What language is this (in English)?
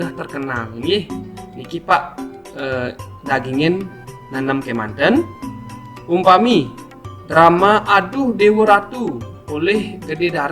Balinese